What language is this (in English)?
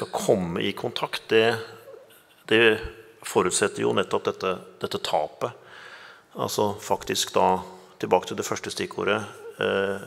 Norwegian